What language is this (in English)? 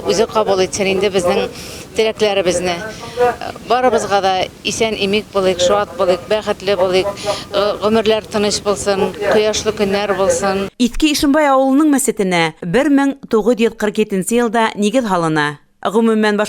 Bashkir